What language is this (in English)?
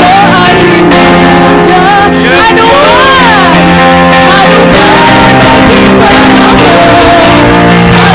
Waray